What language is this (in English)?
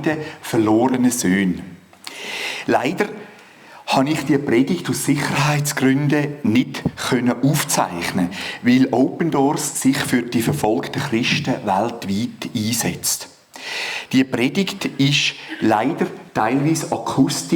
Swiss German